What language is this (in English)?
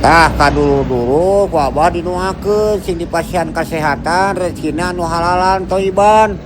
Sundanese